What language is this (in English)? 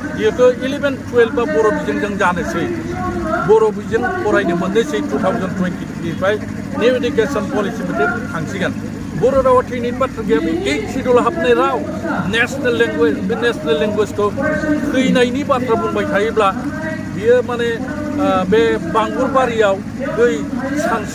Bodo